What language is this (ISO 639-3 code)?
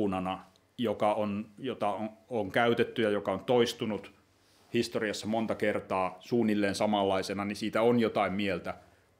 fin